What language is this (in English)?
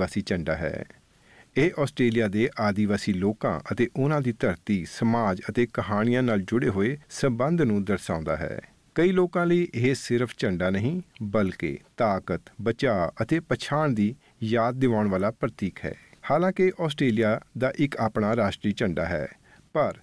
Punjabi